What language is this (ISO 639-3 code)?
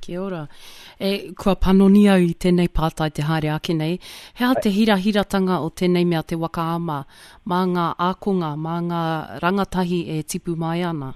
mri